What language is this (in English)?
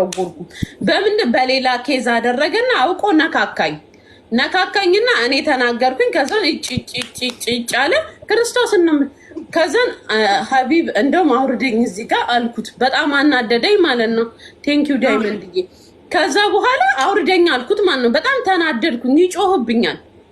Amharic